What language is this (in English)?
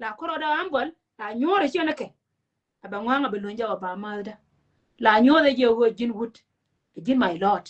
Nuer